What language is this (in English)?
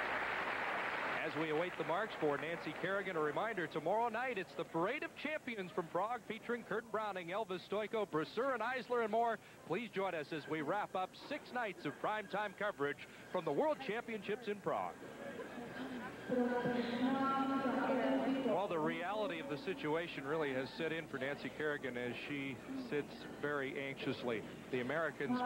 English